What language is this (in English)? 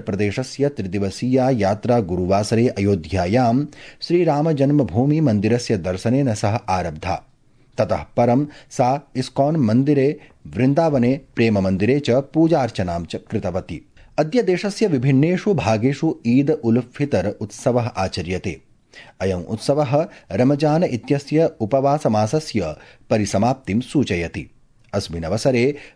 Sanskrit